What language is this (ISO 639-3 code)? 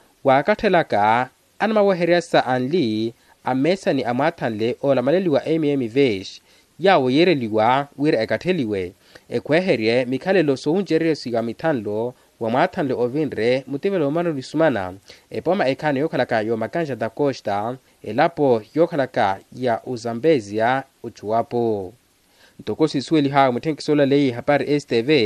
vmw